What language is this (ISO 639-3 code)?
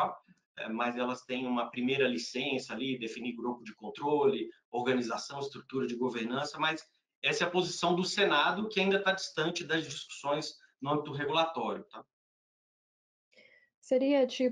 por